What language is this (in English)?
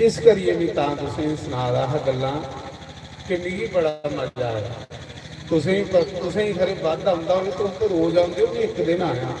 Dogri